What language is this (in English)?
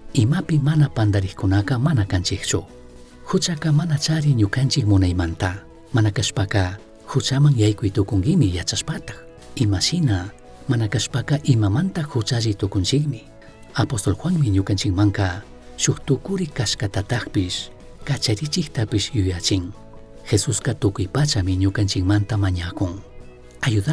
Chimborazo Highland Quichua